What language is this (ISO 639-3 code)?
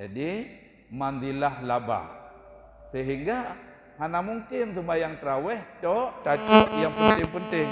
ace